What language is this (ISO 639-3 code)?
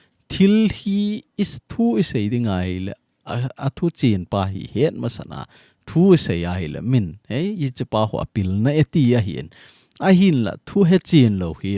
tcz